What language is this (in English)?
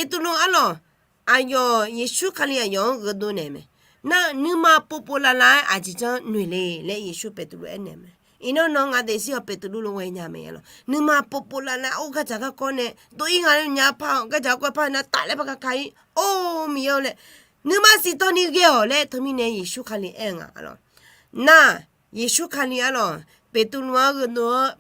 Akha